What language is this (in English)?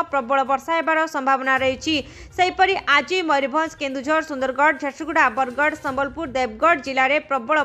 Odia